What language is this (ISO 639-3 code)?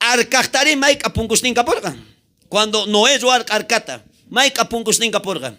quh